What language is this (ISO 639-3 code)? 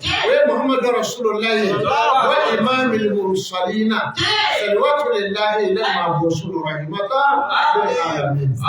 bam